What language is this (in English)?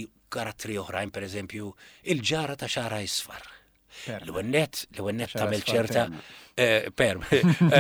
Maltese